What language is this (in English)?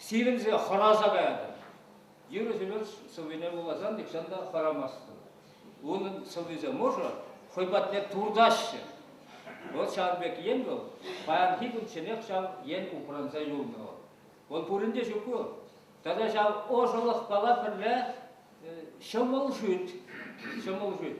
Chuvash